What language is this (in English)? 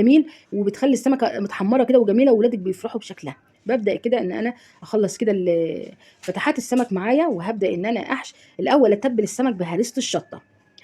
Egyptian Arabic